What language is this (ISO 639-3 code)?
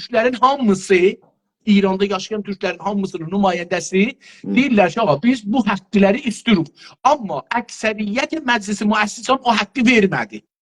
azb